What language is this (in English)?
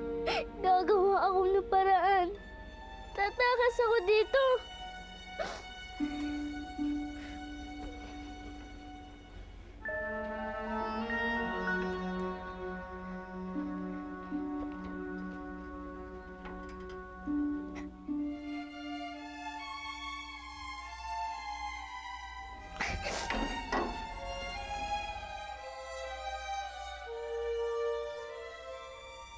Filipino